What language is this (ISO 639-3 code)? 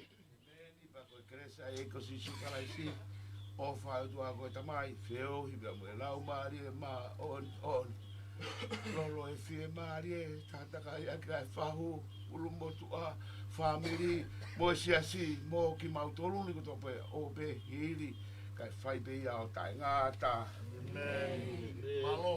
ton